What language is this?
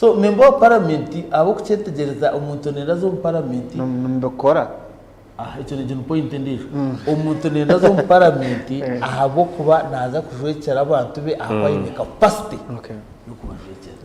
Nyankole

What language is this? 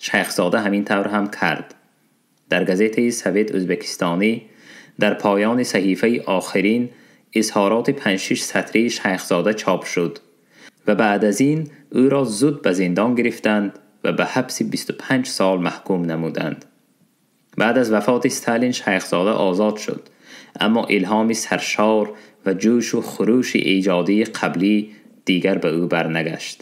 Tajik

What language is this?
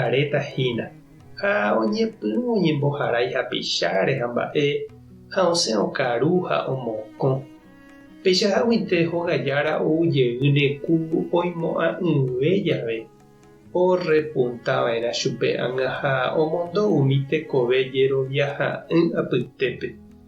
Guarani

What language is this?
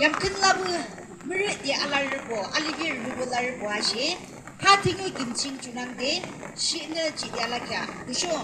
Yimchungru Naga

